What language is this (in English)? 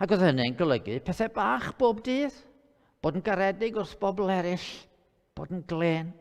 Welsh